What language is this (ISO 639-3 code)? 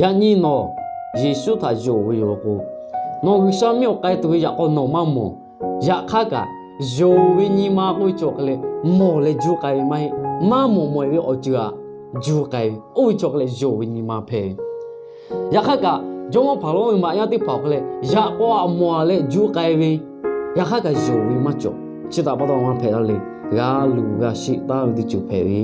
lhu